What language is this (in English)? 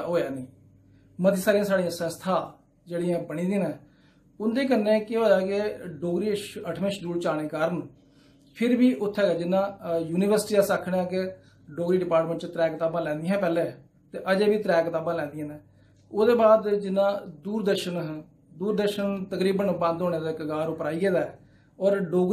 Dogri